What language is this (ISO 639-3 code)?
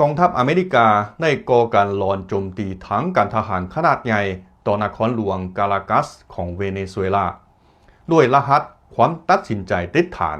lao